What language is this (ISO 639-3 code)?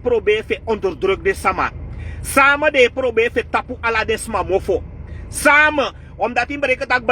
srn